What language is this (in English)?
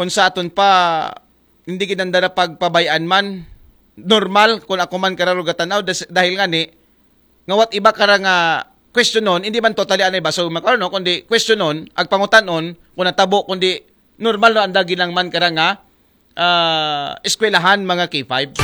Aklanon